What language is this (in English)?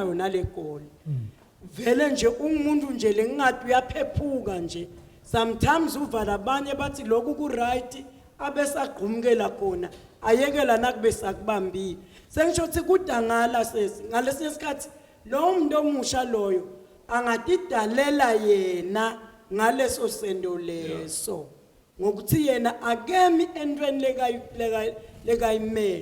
Zulu